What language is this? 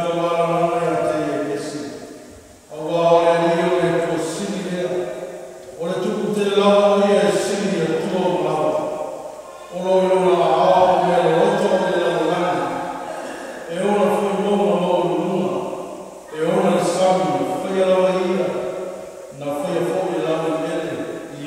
Samoan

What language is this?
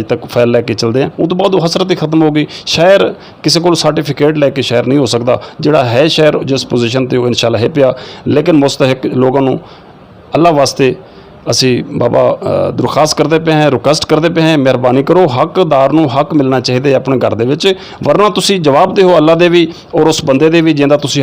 Saraiki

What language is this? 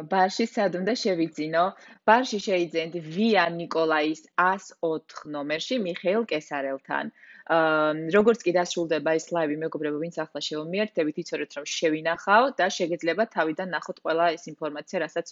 Georgian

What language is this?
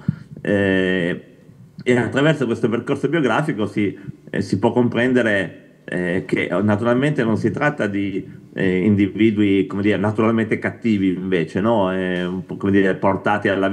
Italian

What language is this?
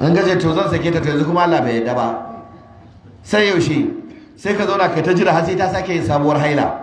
Hausa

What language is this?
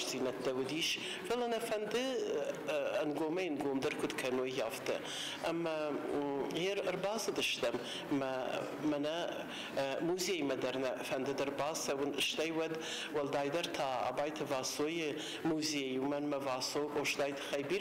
Ossetic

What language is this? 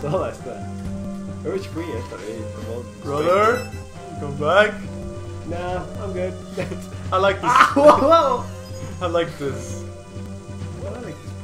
Faroese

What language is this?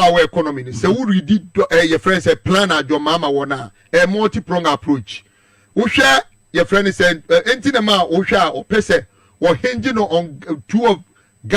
Akan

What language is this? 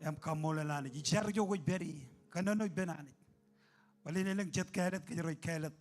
Marshallese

